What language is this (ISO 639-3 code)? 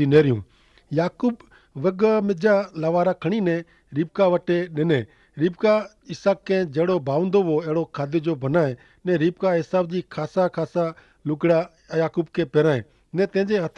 kfr